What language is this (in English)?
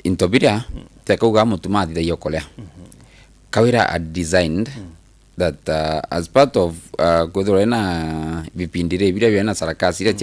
Meru